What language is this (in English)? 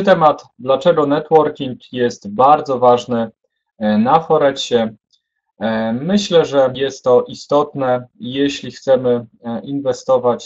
Polish